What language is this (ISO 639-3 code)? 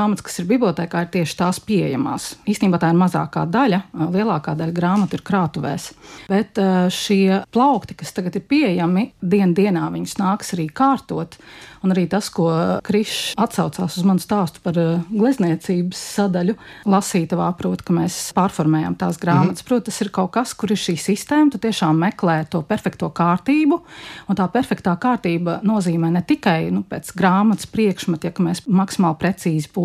lav